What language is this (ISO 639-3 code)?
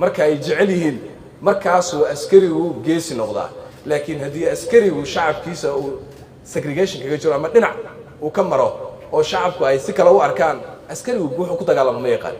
som